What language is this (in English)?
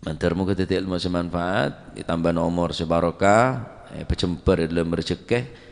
Madurese